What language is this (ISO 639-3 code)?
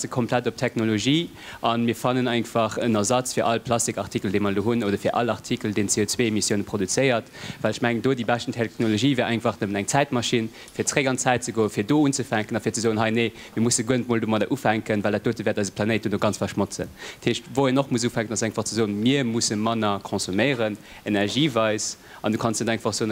ltz